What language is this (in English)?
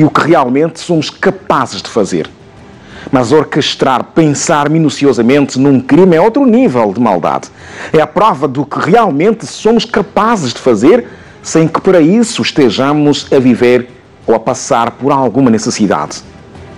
Portuguese